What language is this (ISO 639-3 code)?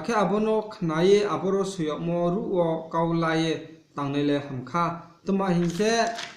ria